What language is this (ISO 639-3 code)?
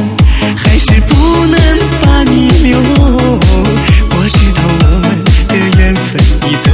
zho